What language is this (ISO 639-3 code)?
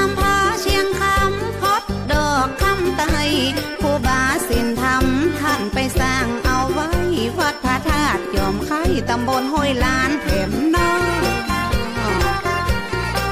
tha